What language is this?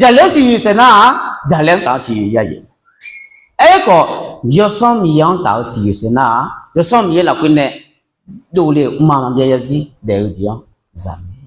Akha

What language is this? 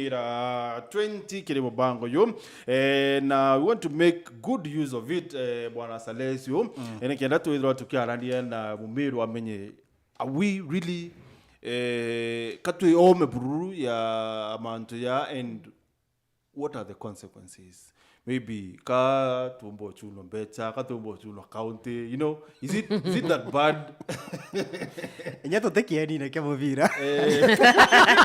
Meru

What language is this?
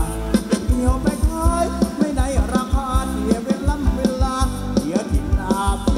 Thai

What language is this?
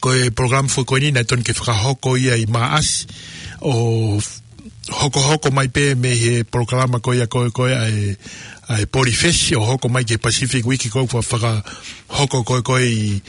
Tongan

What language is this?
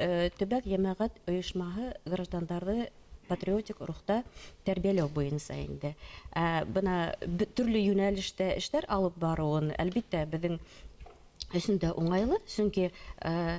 Bashkir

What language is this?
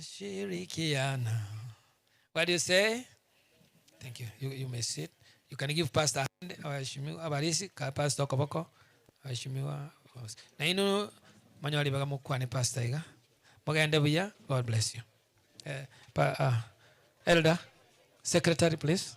Gusii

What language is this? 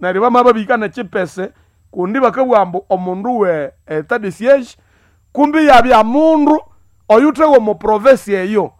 Nande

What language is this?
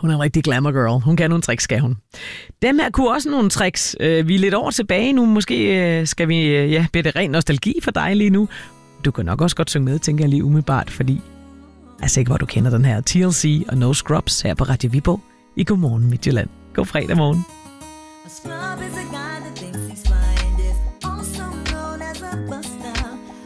Danish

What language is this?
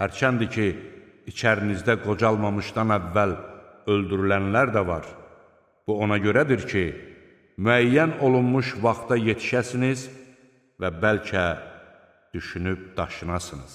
Azerbaijani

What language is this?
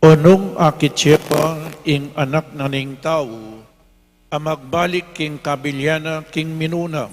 Pampanga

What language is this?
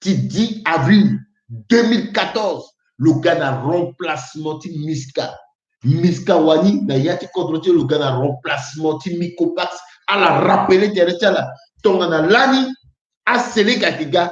Sango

